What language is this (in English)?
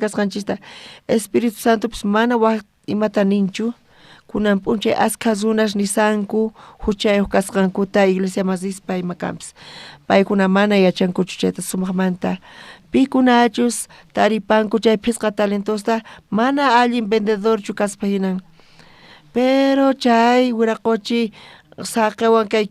South Bolivian Quechua